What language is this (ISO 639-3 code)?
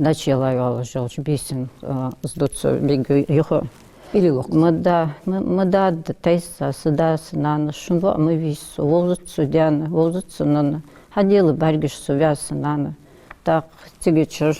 inh